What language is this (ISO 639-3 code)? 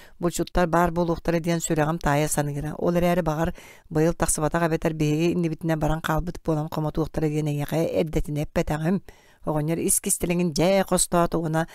sah